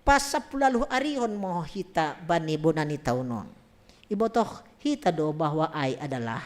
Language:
Batak Simalungun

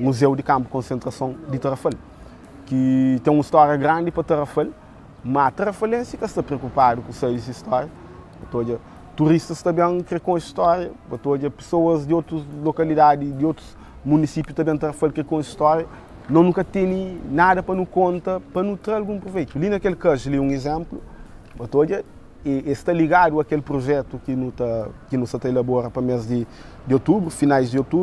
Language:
Kabuverdianu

